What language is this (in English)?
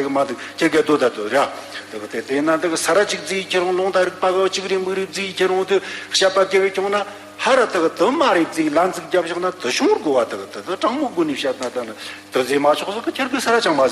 Tibetan